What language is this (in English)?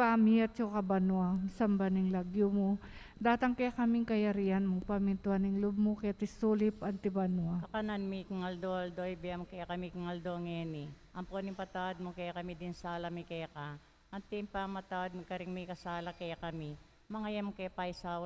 Pampanga